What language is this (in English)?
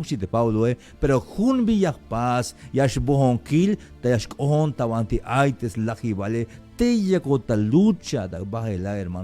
Tzeltal